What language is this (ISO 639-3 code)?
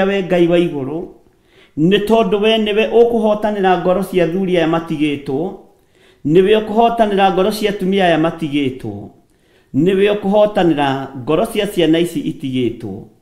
kik